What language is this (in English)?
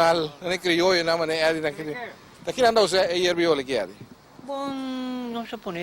Papiamento